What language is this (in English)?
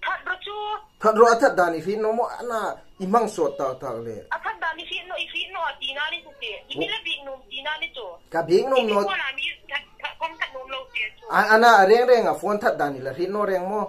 Hmar